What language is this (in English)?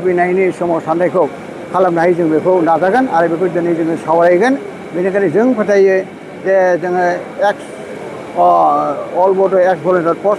Bodo